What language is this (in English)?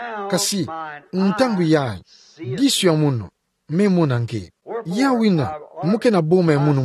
Kituba (Democratic Republic of Congo)